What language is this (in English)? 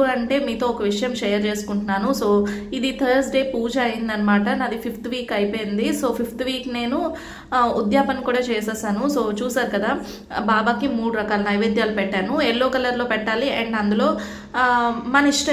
Telugu